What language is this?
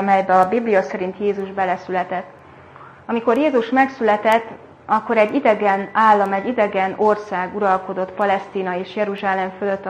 Hungarian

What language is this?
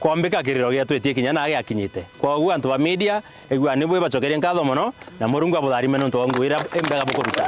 Meru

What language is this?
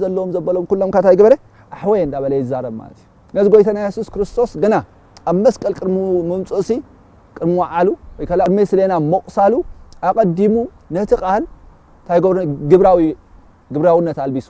Tigrinya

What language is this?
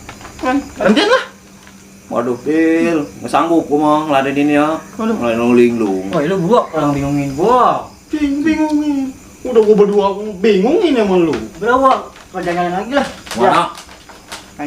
Betawi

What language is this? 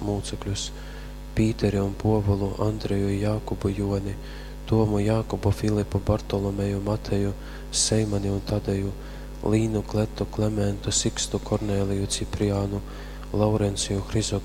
Latgalian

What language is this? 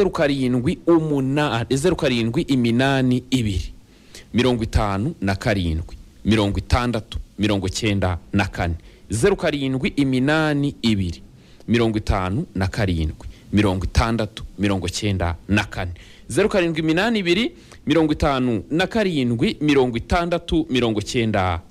Kinyarwanda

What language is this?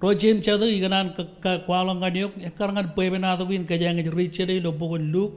Marshallese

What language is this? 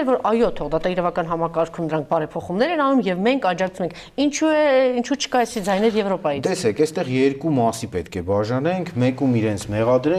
Armenian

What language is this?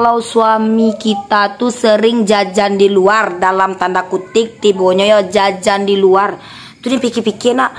Minangkabau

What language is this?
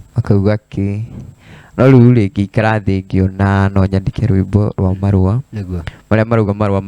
Kikuyu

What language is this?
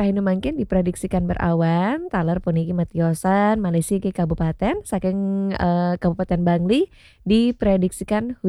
Balinese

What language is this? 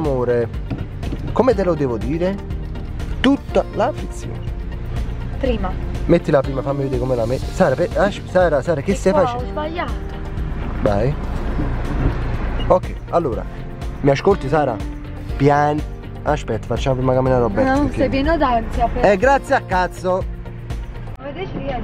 Italian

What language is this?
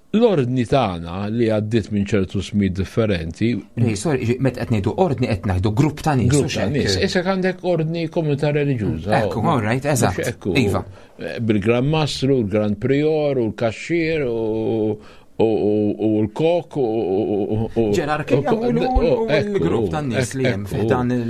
Maltese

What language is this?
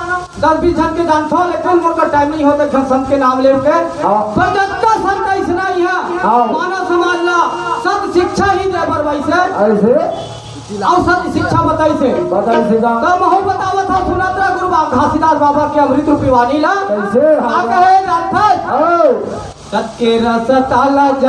Chhattisgarhi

